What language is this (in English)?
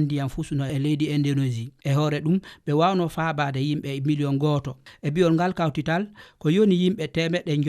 Fula